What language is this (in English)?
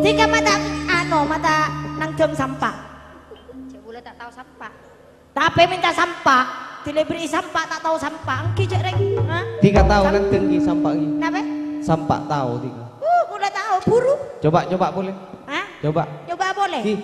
Madurese